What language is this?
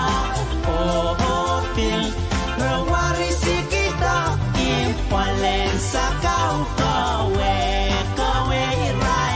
Pohnpeian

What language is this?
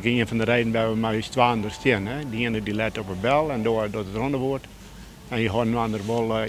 Western Frisian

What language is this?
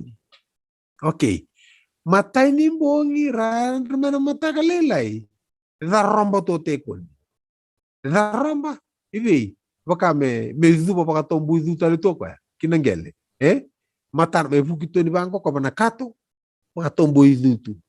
Fijian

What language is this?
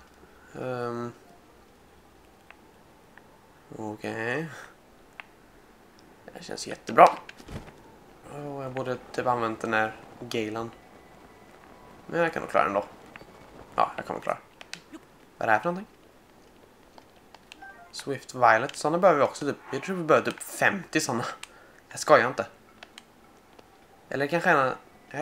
Swedish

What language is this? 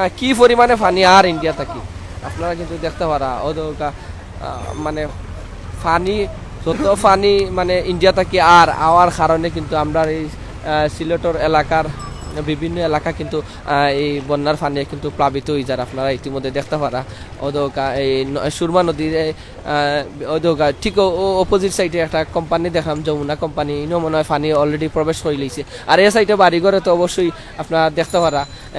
Sylheti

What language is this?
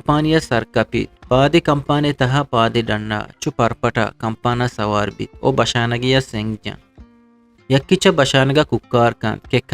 Eastern Balochi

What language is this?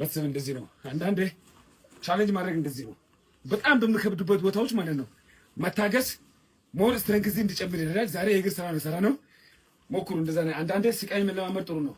Amharic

